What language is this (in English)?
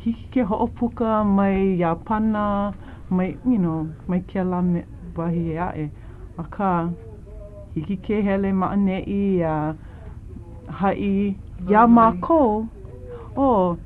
Hawaiian